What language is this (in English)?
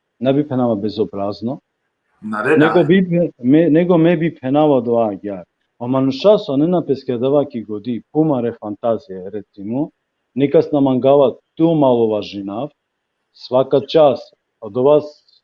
Balkan Romani